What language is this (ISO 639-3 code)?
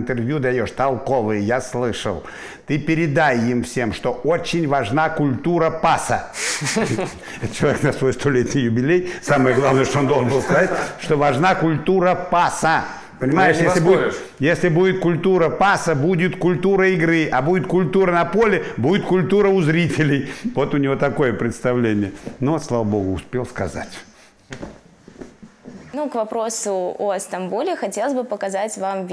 rus